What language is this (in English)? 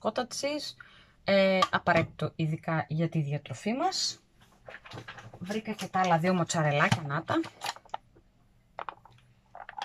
Greek